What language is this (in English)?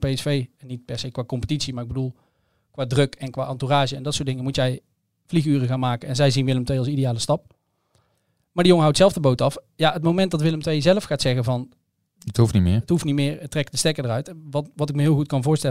Dutch